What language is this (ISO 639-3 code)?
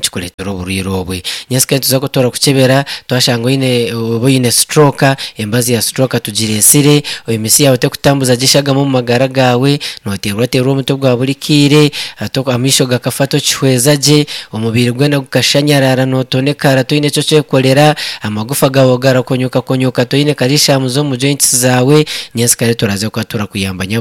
nyn